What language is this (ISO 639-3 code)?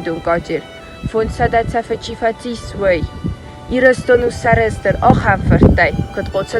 oss